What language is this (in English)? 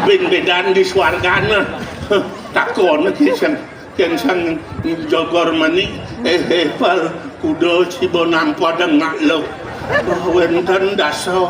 Balinese